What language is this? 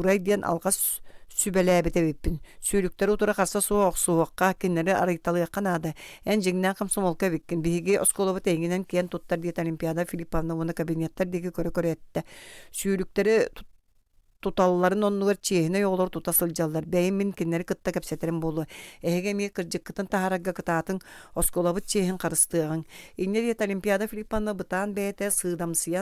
Yakut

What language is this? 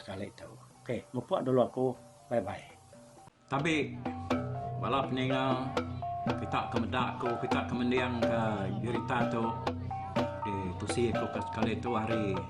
Iban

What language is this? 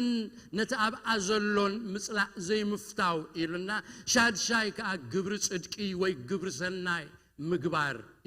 Tigrinya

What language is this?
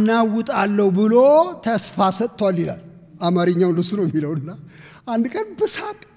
Amharic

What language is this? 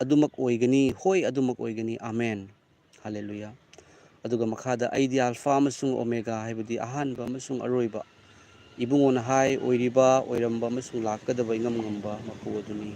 Manipuri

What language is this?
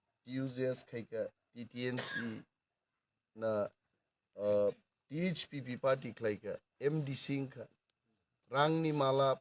Kok Borok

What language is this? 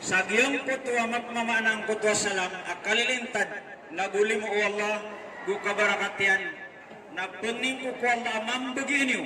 Maranao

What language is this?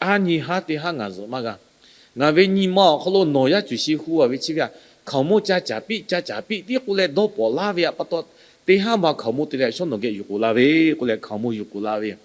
Lahu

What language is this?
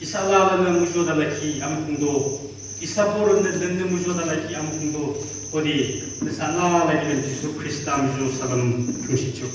Yimchungru Naga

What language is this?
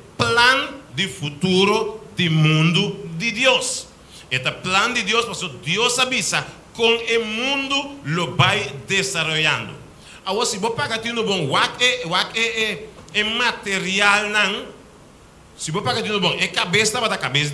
Papiamento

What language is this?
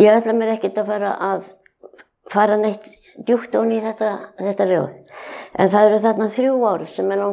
Icelandic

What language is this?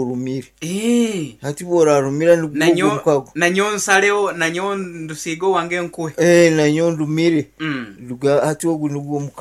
Nyankole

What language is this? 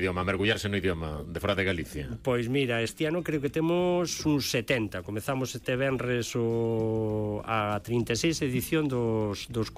Galician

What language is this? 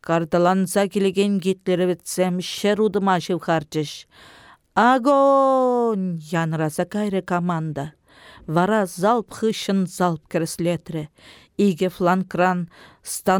Chuvash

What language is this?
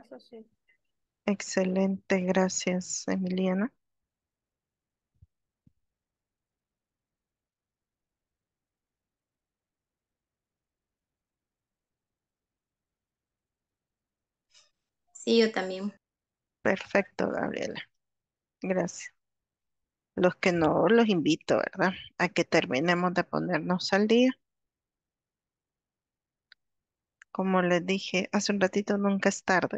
Spanish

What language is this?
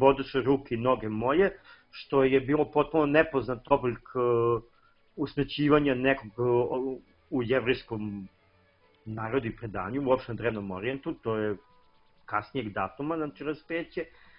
Serbian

